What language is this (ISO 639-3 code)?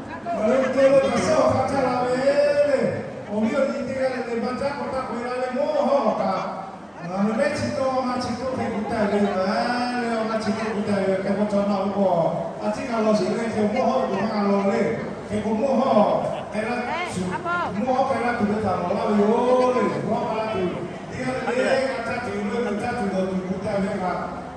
lhu